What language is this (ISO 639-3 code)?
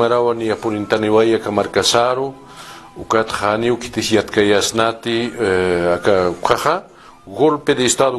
aym